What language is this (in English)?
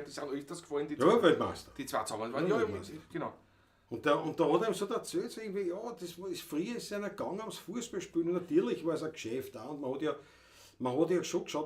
Bavarian